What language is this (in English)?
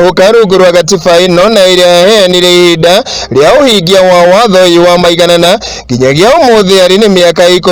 Kikuyu